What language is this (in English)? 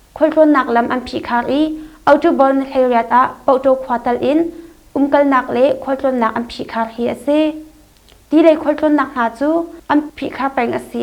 Hakha Chin